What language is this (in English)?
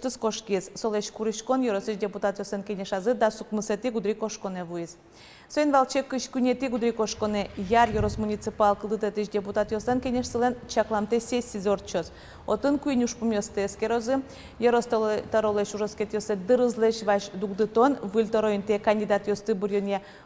Udmurt